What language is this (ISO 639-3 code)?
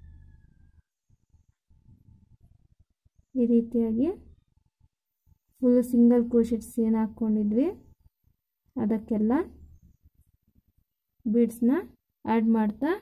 kan